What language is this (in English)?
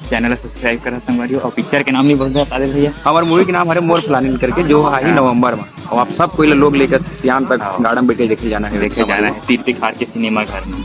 Chhattisgarhi